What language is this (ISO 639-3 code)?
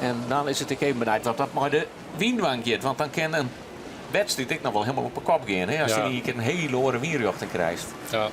fry